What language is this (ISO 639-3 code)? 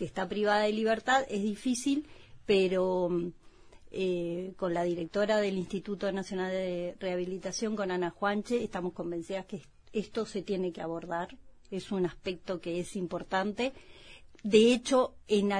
spa